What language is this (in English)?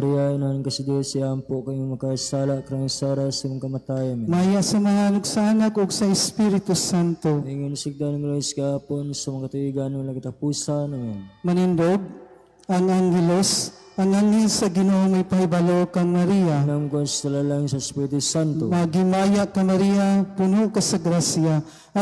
Cebuano